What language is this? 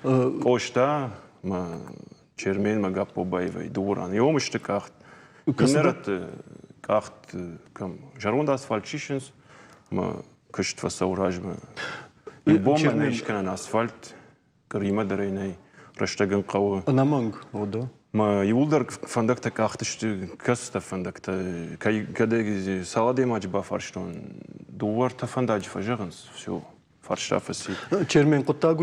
Ossetic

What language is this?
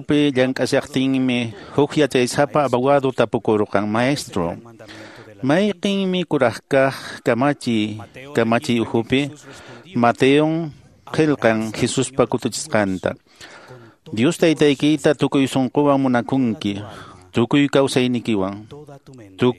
Quechua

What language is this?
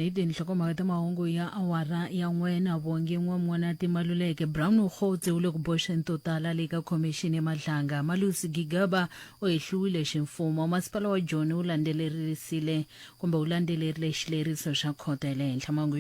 Tsonga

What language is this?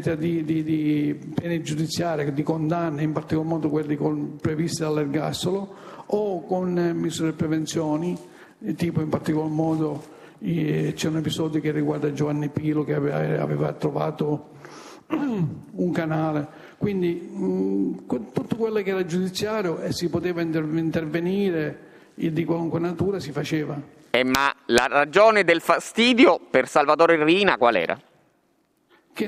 Italian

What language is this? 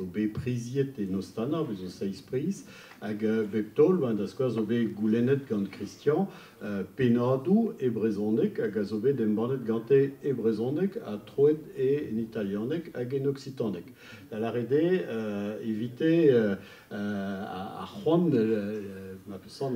Breton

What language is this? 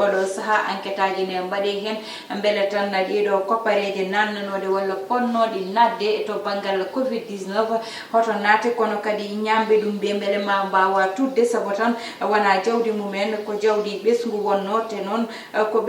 Fula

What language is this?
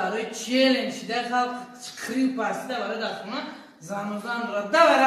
Tajik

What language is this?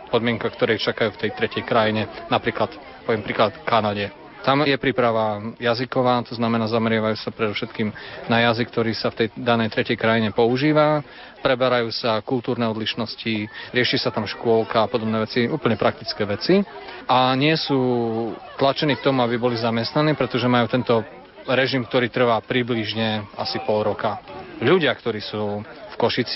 Slovak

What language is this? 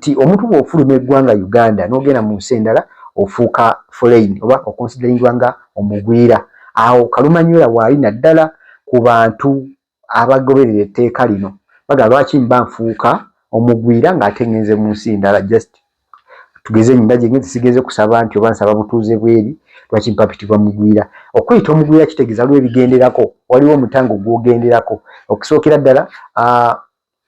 Ganda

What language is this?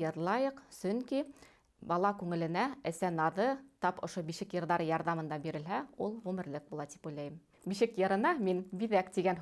Bashkir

